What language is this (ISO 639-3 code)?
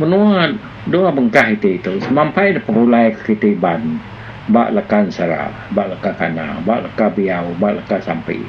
iba